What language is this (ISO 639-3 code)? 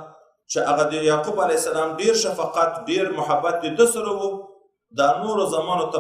pus